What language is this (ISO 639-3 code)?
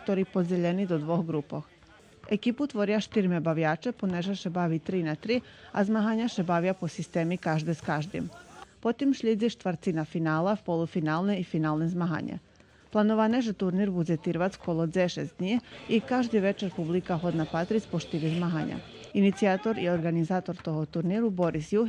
rue